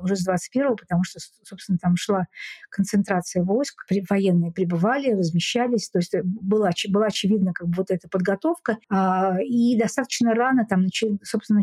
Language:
Russian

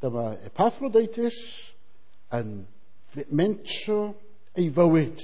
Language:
Welsh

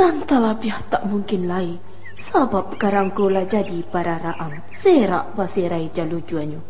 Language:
Minangkabau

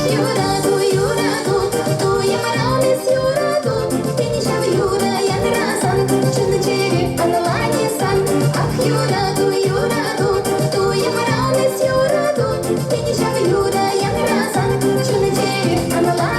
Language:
Chuvash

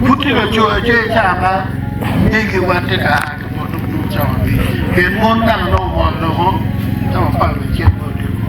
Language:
Acoli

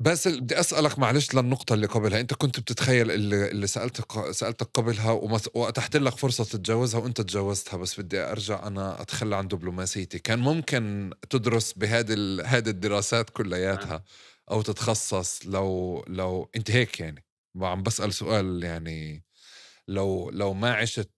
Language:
North Levantine Arabic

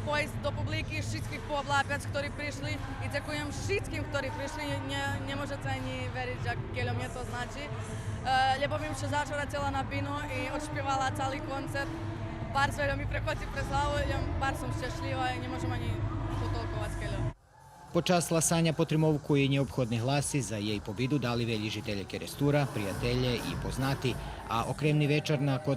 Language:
Rusyn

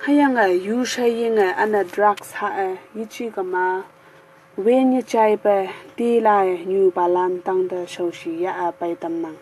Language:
Konyak Naga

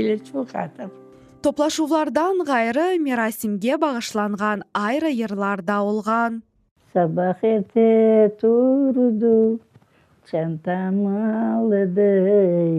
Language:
Crimean Tatar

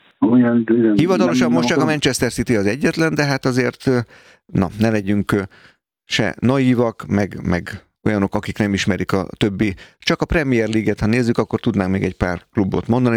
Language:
Hungarian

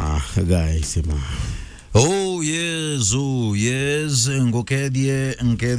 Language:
Meru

